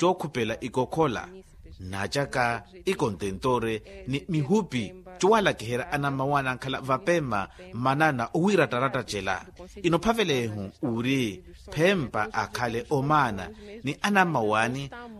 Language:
Makhuwa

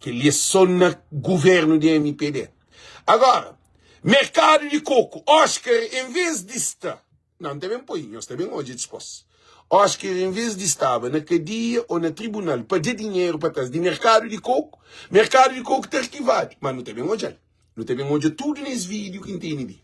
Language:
Kabuverdianu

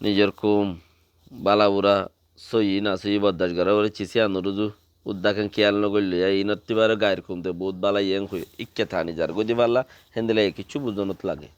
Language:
Rohingya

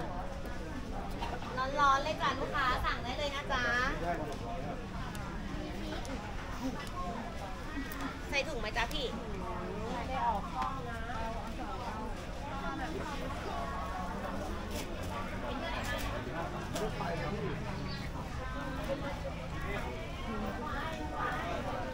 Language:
Thai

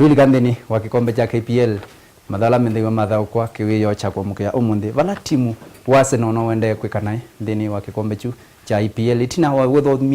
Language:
Kamba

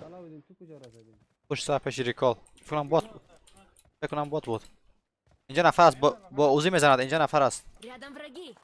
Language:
Persian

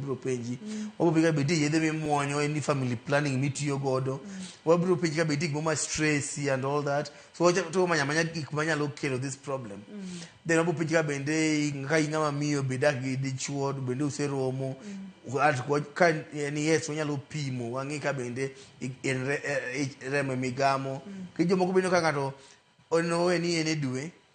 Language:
Luo (Kenya and Tanzania)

